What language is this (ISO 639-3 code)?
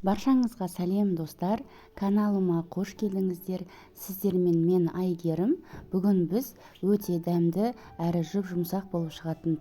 kaz